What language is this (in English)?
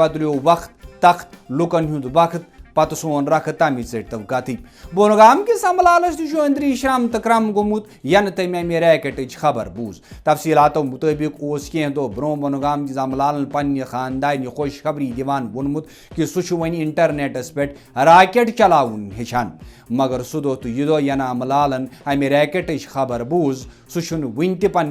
Kashmiri